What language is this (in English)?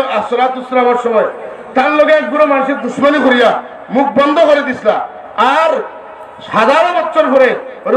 Sylheti